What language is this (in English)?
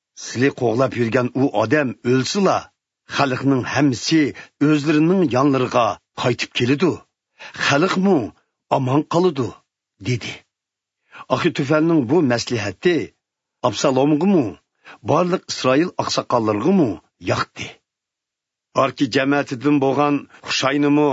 Uyghur